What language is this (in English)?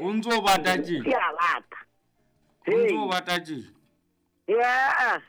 Southern Sotho